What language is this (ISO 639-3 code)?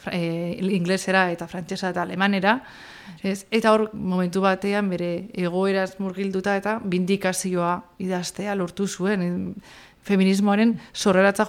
eus